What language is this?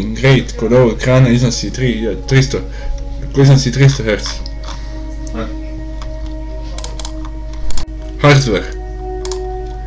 Bosnian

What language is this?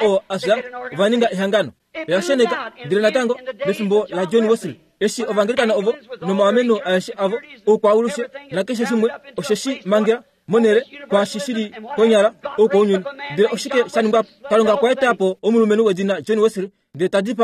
Kuanyama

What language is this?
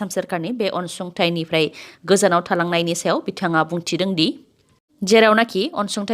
Bodo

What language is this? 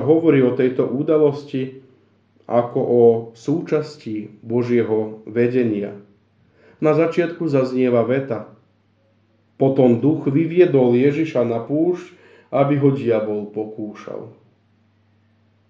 Slovak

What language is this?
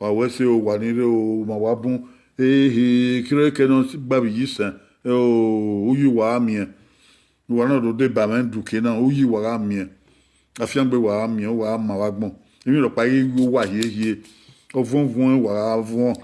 Bini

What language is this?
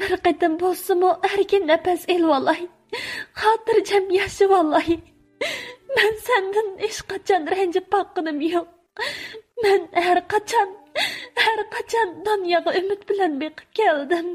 Uyghur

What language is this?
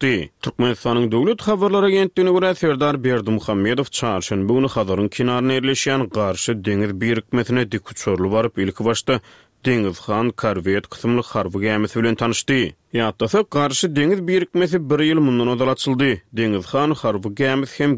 Turkmen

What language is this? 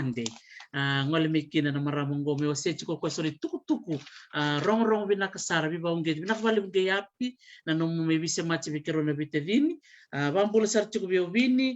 Fijian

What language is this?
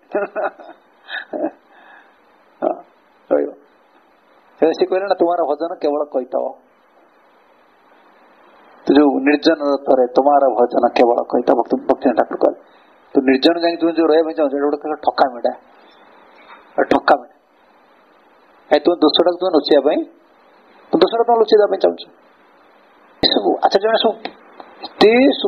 Odia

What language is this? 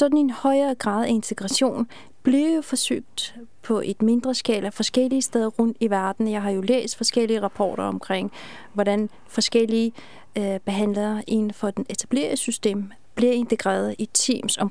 Danish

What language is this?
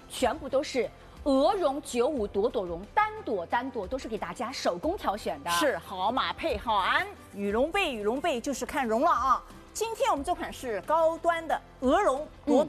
Chinese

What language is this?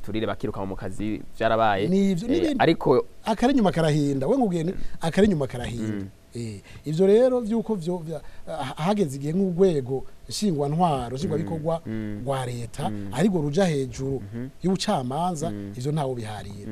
Rundi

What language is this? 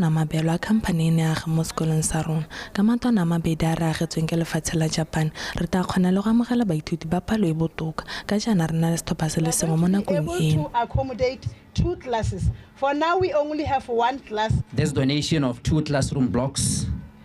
Tswana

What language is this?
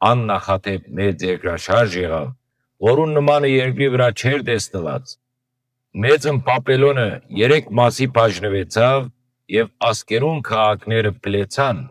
Western Armenian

